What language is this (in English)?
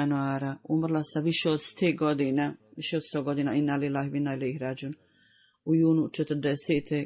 Bosnian